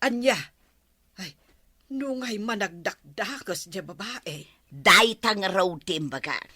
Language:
Iloko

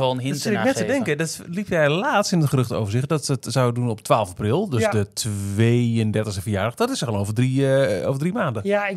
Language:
Dutch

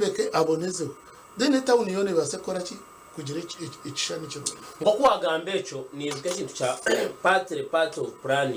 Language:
Nyankole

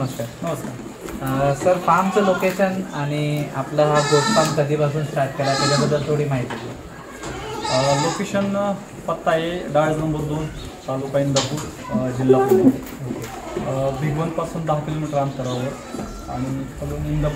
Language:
Marathi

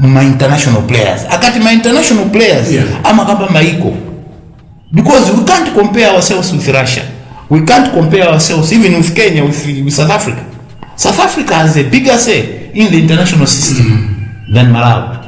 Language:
Nyanja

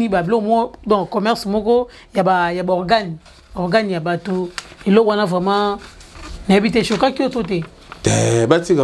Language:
Lingala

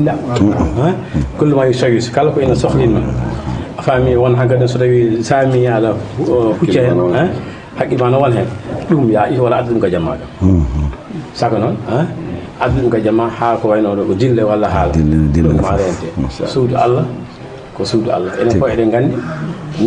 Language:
Fula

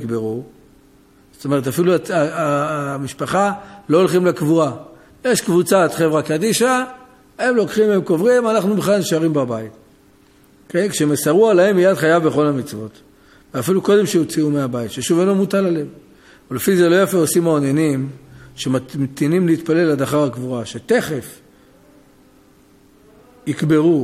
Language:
Hebrew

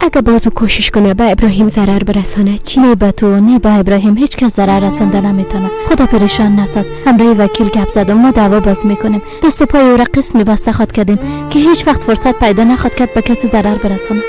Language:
Persian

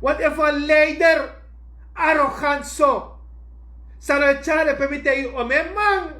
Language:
Sranan Tongo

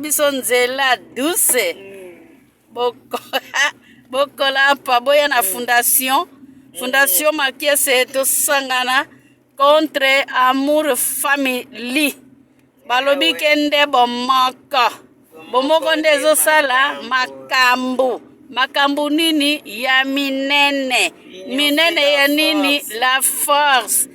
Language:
Lingala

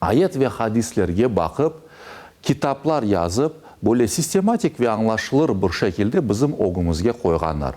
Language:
Crimean Tatar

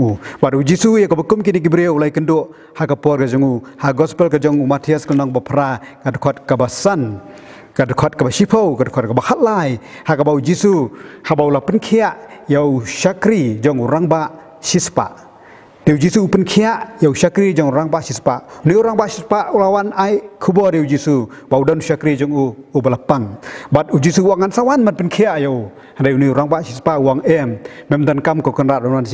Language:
Khasi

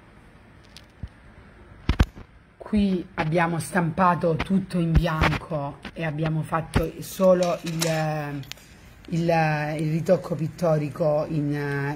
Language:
Italian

